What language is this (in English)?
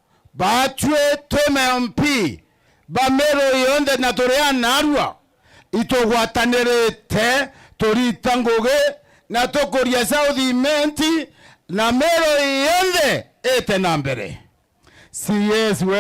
Meru